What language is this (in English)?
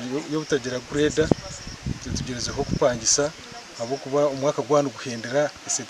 Nyankole